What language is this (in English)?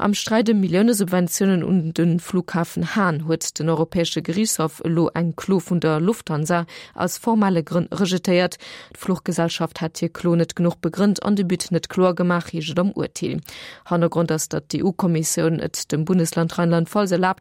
Luxembourgish